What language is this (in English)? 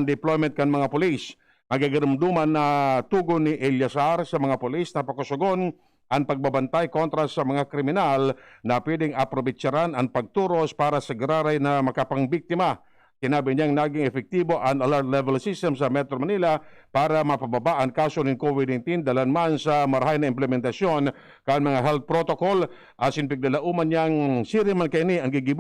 Bikol